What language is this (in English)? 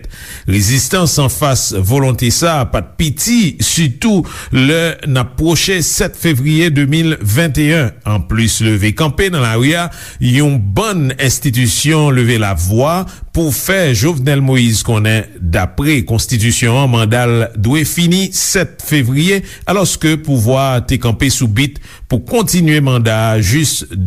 Haitian Creole